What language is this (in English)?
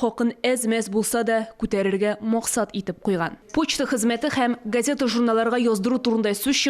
Tatar